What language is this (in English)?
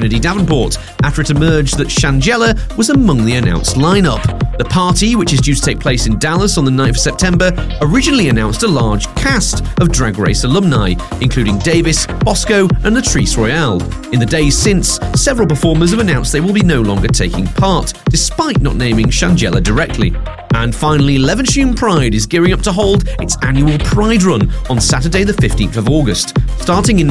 English